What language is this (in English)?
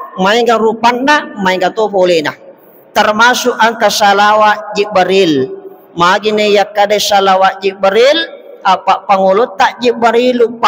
Buginese